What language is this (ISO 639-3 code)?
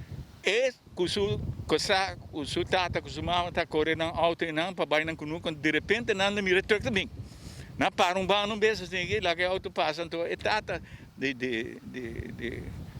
pap